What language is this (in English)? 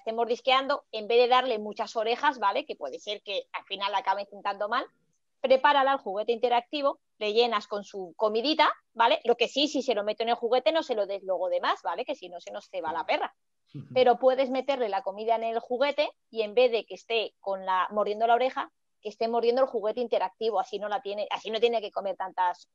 Spanish